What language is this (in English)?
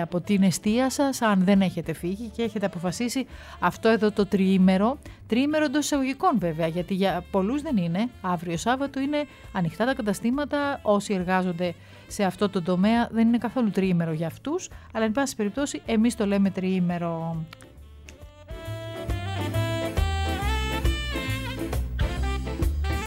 Greek